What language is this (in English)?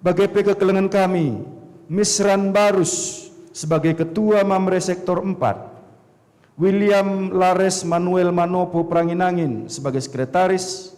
Batak Karo